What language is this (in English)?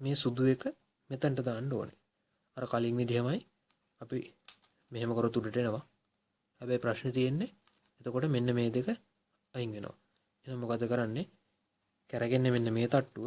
Sinhala